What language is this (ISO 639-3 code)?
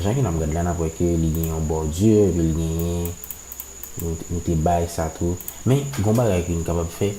hat